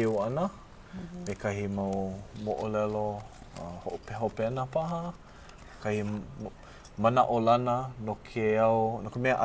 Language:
Hawaiian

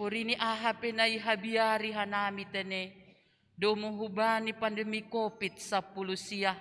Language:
Batak Simalungun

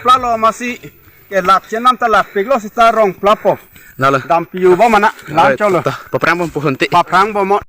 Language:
Karbi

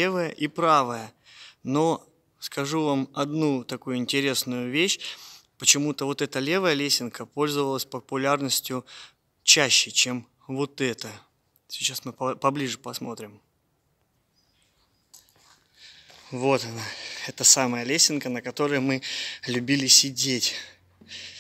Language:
Russian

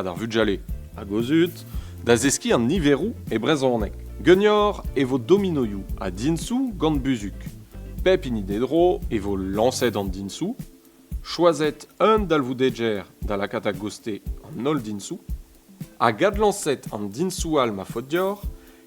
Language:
Breton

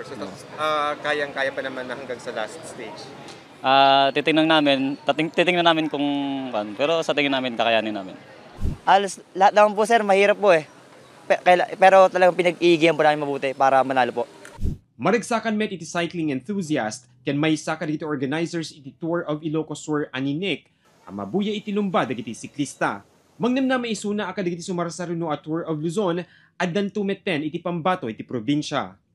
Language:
Iloko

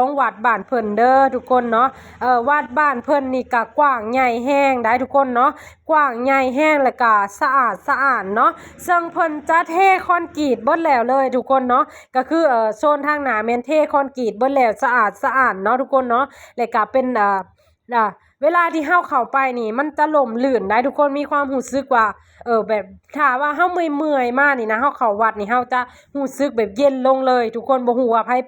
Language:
Lao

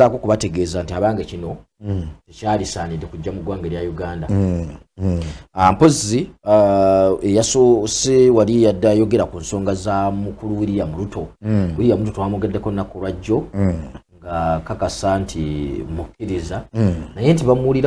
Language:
Ganda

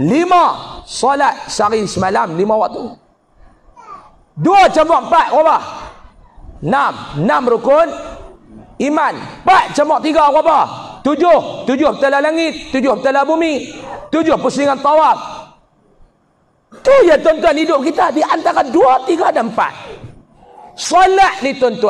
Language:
Malay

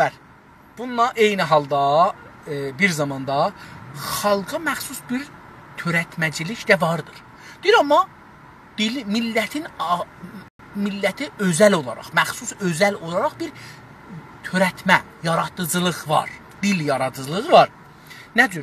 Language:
South Azerbaijani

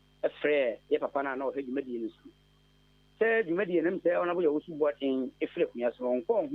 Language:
Akan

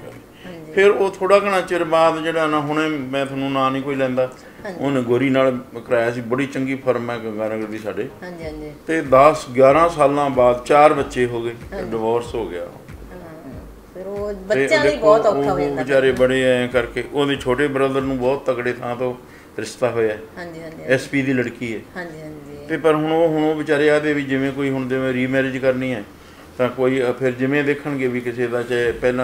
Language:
Punjabi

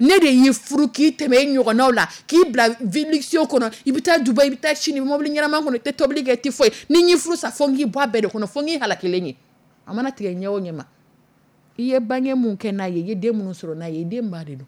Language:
Dyula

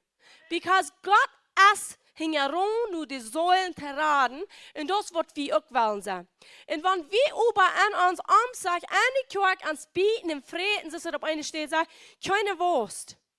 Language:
Plautdietsch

